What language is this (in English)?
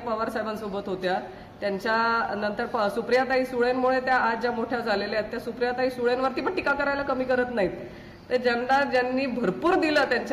Marathi